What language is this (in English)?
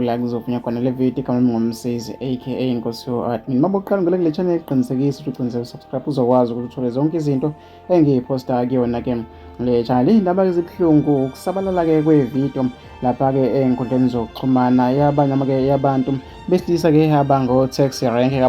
Zulu